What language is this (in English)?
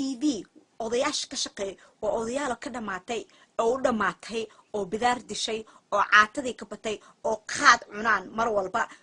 Somali